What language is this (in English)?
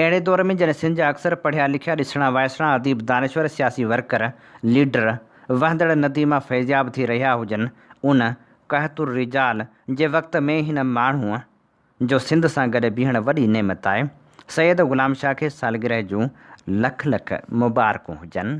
Sindhi